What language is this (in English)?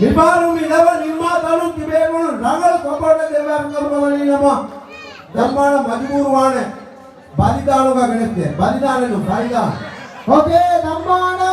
Divehi